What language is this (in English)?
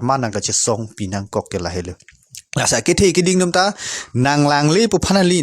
Karbi